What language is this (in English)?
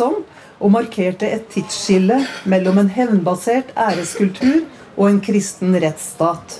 Norwegian